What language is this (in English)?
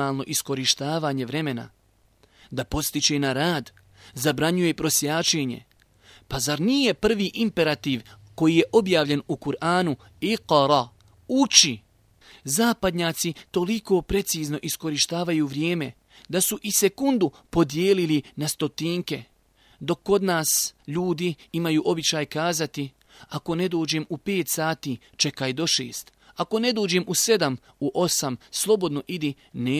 Bosnian